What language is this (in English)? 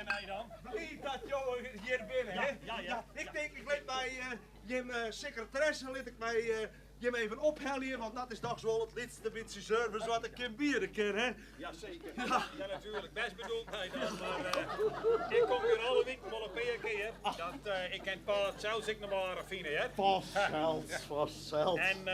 Western Frisian